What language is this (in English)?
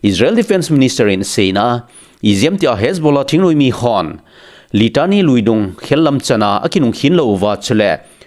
Thado Chin